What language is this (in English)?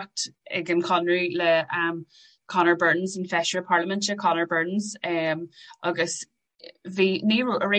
Irish